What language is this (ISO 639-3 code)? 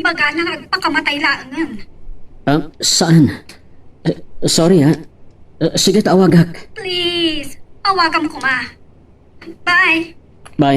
ilo